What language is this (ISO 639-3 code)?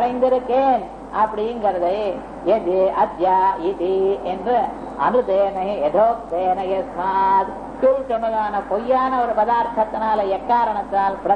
tam